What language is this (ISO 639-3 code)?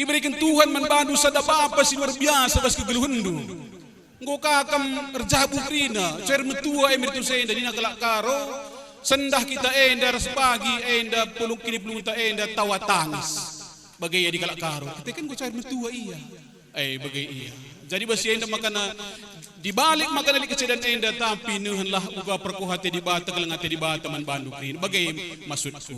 btx